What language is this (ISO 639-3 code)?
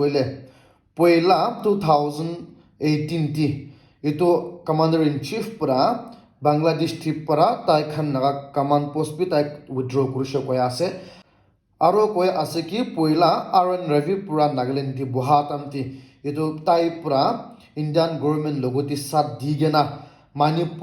nag